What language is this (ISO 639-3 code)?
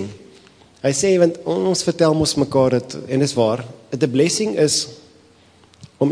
afr